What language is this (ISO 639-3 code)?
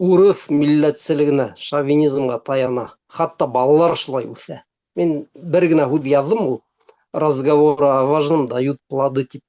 bak